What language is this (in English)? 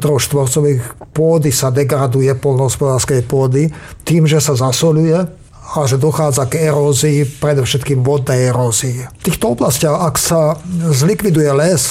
Slovak